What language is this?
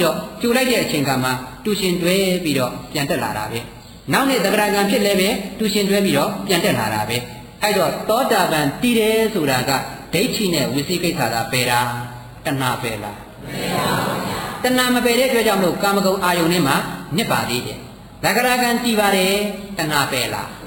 Burmese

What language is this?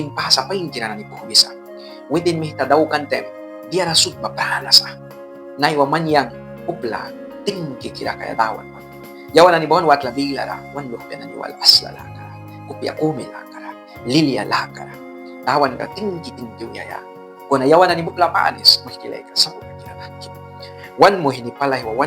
Mískito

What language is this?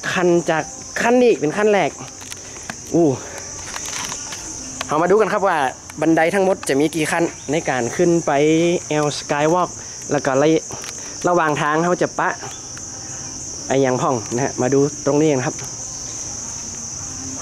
Thai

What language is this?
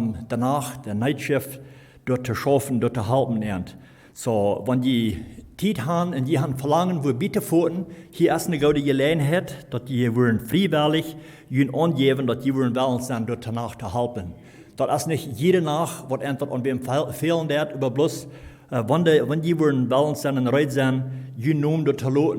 Plautdietsch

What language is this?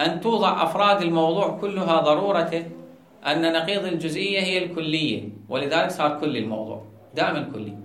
Mesopotamian Arabic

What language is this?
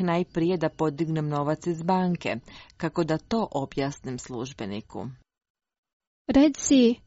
Croatian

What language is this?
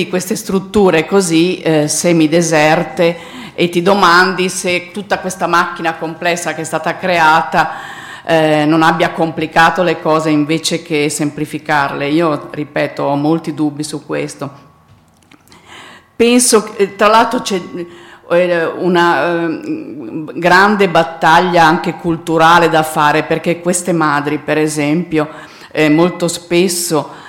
Italian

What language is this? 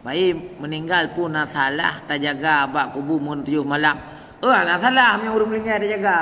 Achinese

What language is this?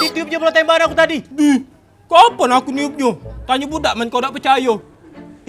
Musi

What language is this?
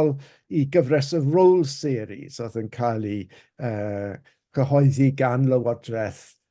Welsh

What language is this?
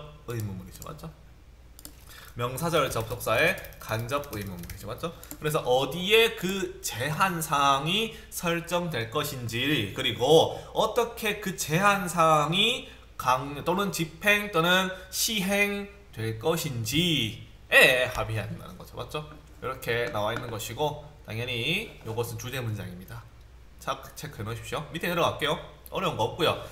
Korean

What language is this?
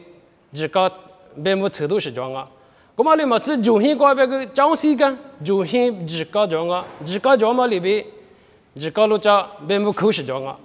Lisu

